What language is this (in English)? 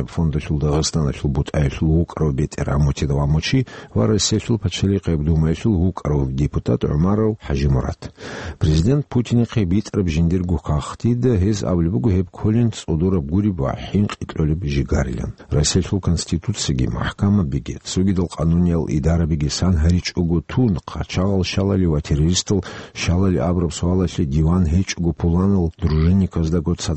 Avaric